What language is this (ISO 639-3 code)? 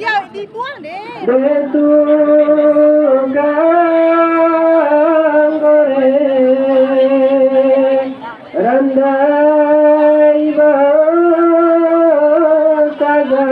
min